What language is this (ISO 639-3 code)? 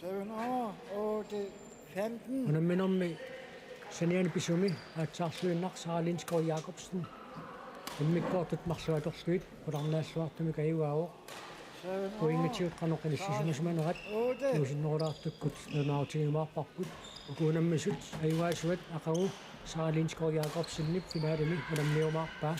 kal